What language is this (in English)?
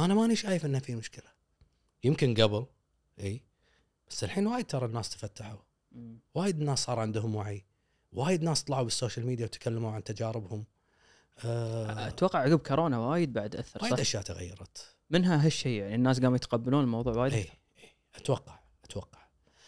Gulf Arabic